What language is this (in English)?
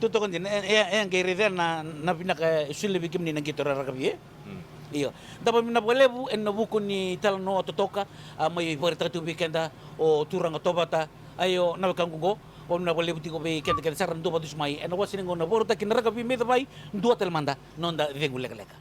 Fijian